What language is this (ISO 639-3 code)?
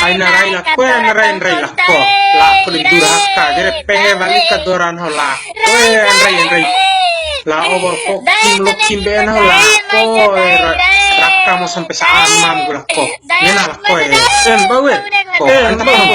bhp